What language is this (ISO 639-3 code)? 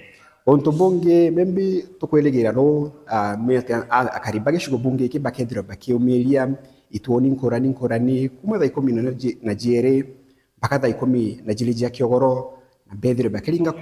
mer